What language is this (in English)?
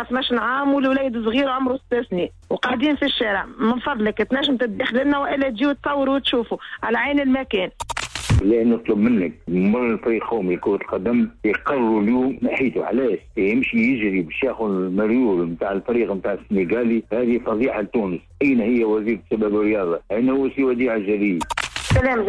Tunisian Arabic